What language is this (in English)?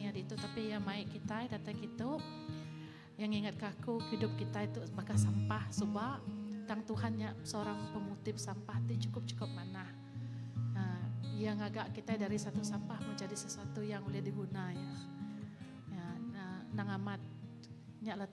Iban